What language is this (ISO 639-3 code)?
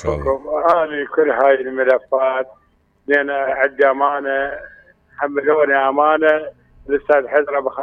acm